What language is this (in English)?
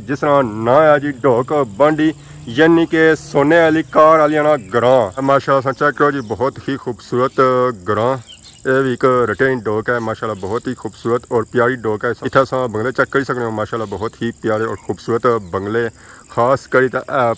Pahari-Potwari